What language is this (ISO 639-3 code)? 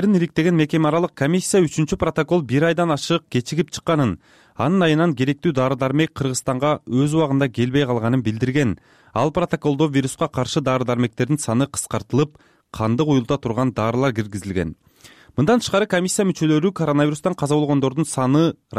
kir